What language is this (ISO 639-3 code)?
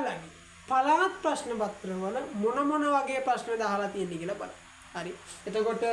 sin